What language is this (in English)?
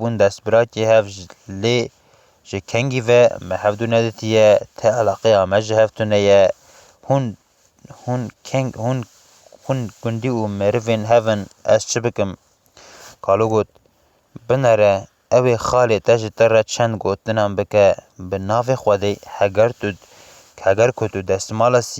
Kurdish